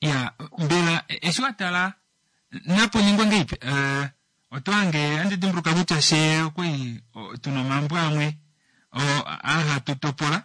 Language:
Kuanyama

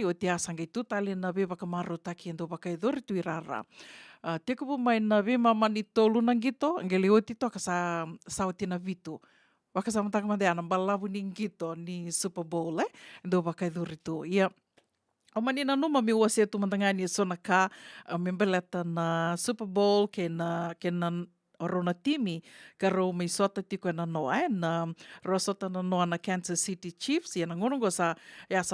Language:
Fijian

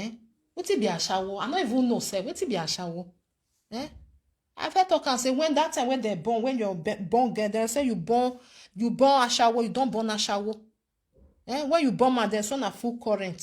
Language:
Nigerian Pidgin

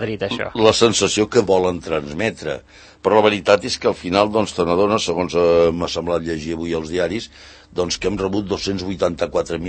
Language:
Catalan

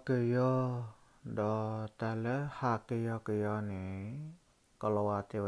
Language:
S'gaw Karen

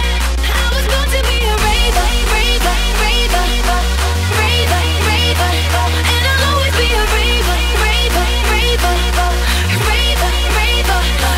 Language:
English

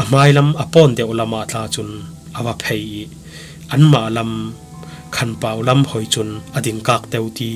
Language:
Falam Chin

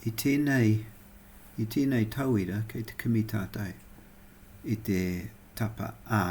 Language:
Māori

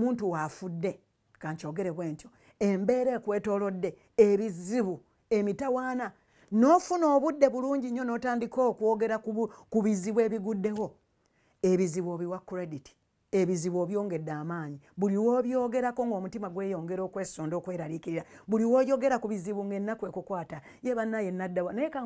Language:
Ganda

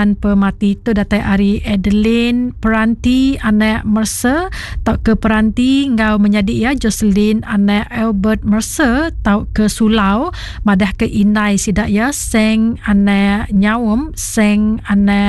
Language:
Iban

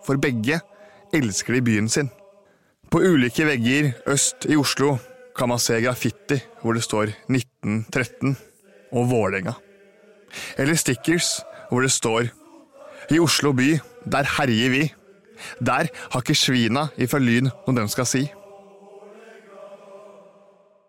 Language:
Norwegian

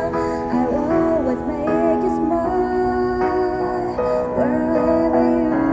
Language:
Japanese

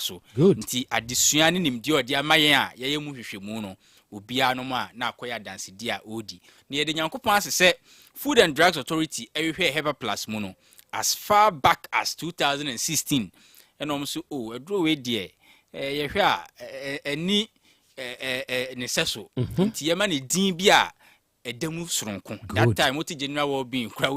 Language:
Akan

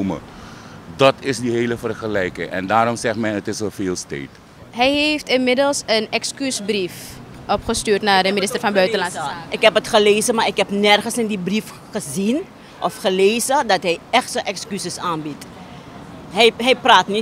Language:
Dutch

